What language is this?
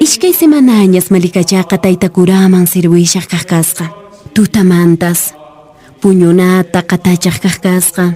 Quechua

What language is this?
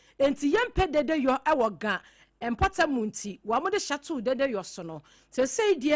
Akan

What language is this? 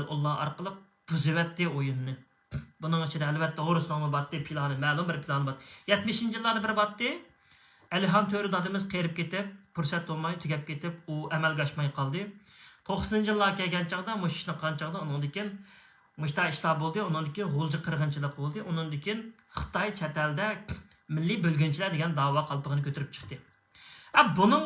Uyghur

